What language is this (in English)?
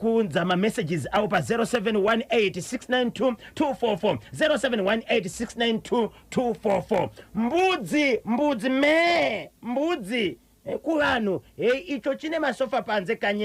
Shona